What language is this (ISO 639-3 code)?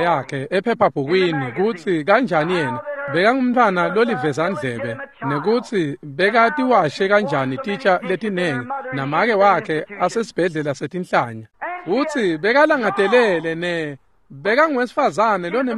ssw